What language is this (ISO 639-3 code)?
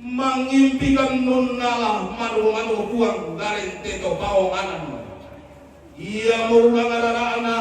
sda